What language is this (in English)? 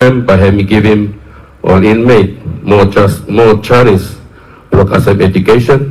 Bislama